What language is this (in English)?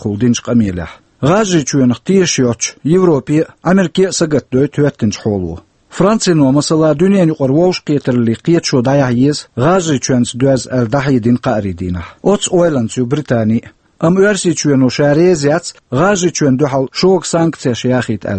Chechen